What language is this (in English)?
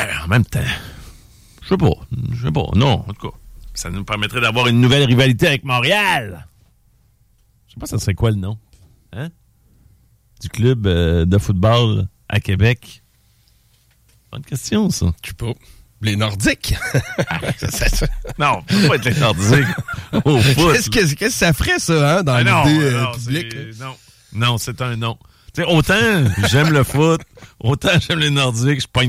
French